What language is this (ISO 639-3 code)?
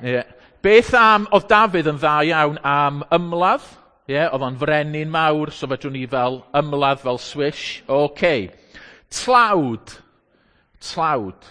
cym